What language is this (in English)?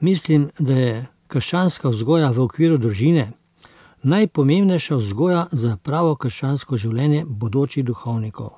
Slovenian